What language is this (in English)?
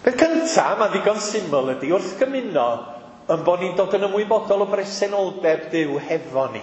Welsh